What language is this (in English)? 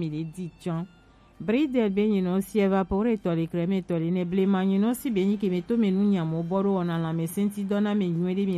Gen